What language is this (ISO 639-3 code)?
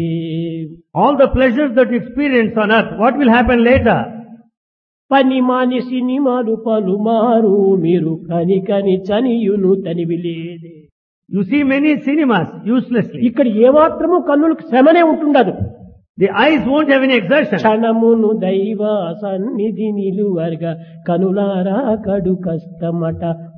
tel